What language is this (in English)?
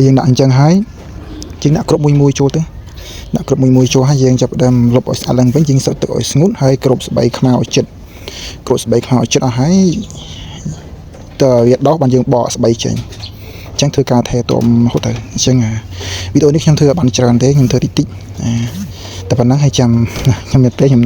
Khmer